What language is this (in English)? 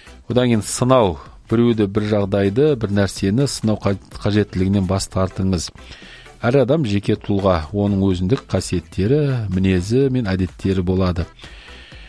Kazakh